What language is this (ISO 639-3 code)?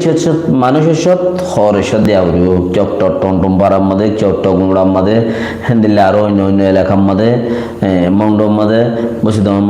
rhg